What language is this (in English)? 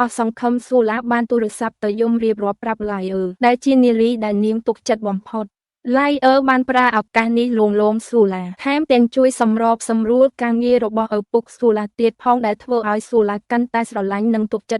Khmer